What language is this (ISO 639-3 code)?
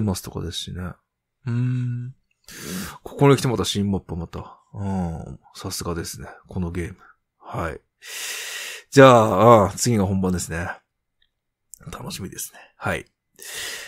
jpn